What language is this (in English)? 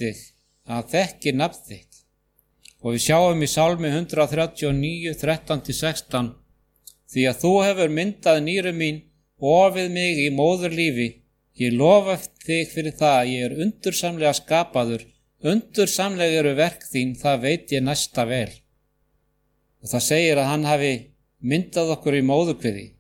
Icelandic